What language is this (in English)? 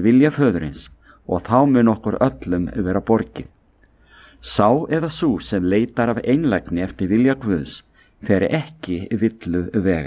Icelandic